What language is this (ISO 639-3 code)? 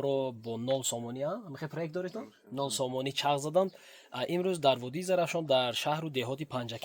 tgk